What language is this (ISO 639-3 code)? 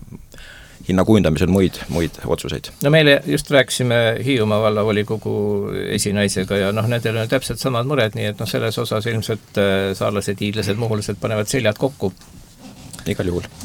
est